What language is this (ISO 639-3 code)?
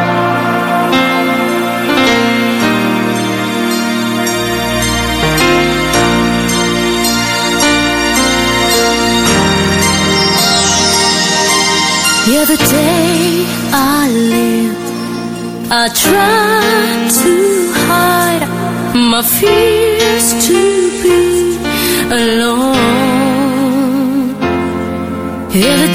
por